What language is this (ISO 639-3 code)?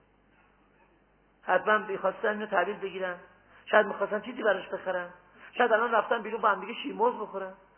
fas